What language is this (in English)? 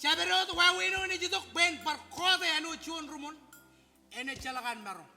Marshallese